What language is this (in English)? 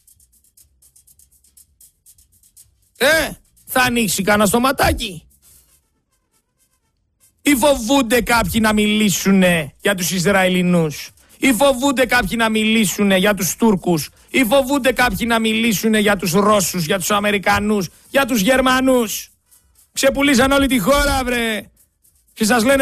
Greek